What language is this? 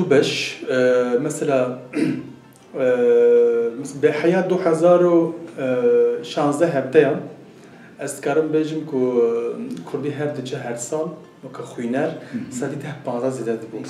Kurdish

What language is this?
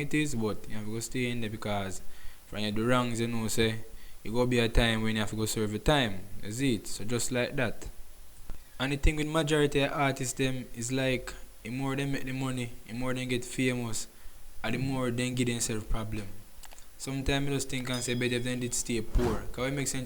Jamaican Creole English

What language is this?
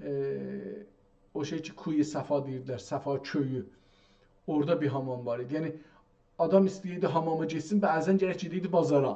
South Azerbaijani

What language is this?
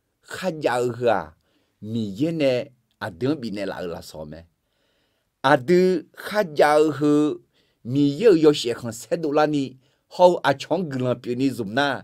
Akha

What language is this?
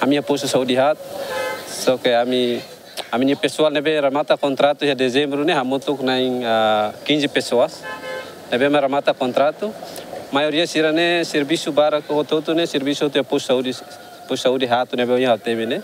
Tetum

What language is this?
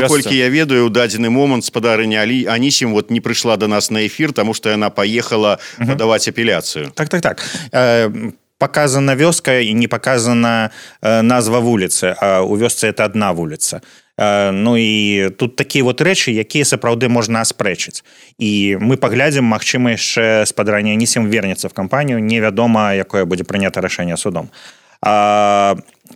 Belarusian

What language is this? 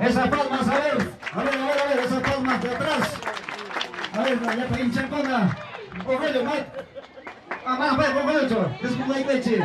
Ayacucho Quechua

